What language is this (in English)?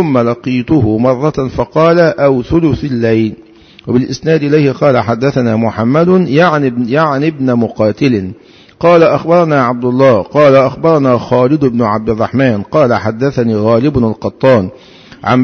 Arabic